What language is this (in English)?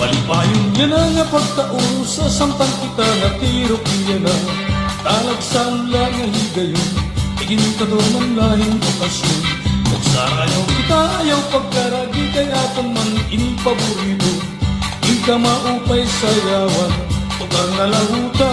Waray